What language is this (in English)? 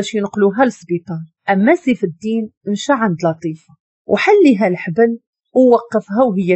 Moroccan Arabic